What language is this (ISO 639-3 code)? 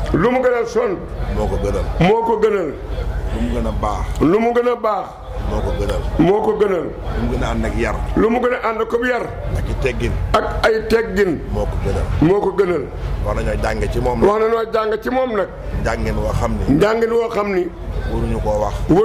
wol